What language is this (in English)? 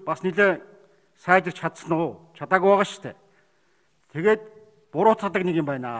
Mongolian